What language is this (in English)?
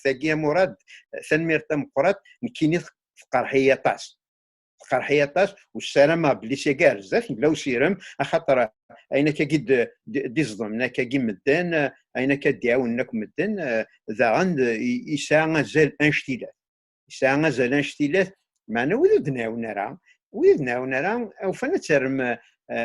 Kabyle